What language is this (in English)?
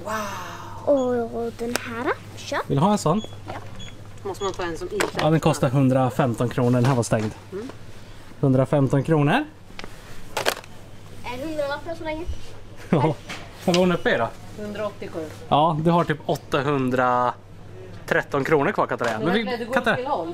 Swedish